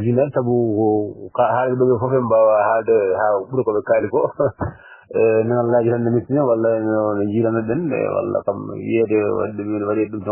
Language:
Fula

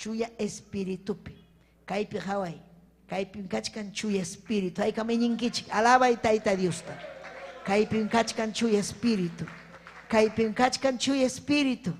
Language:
Ayacucho Quechua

